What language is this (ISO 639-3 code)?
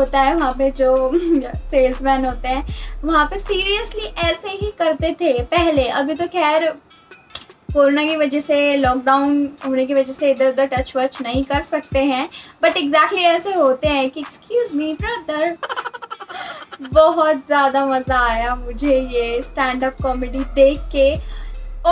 hin